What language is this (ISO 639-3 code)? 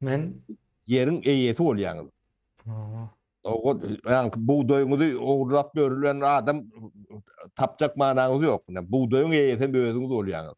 tuk